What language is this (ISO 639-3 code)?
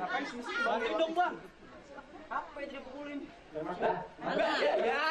bew